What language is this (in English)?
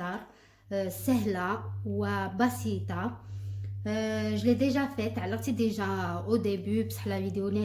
Algerian Arabic